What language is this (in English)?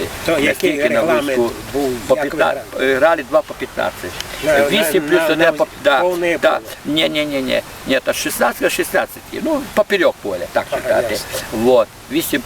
Rusyn